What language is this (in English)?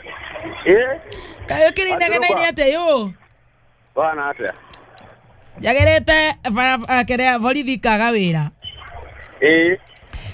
Kikuyu